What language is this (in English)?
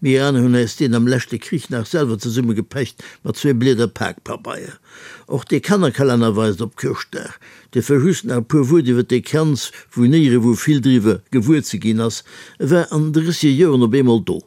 Luxembourgish